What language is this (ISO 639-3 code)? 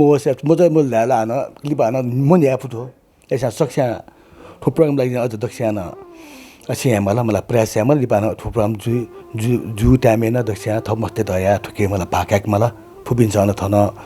new